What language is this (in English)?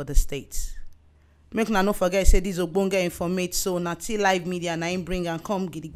Nigerian Pidgin